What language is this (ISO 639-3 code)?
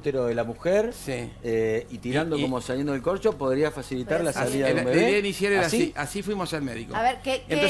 spa